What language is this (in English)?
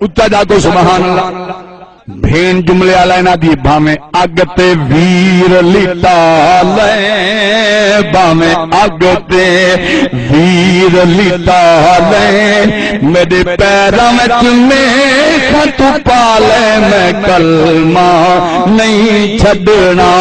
Saraiki